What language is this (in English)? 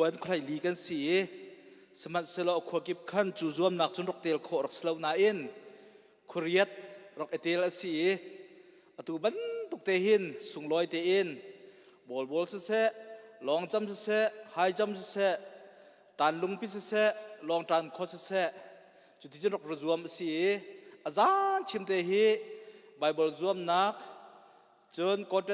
Hakha Chin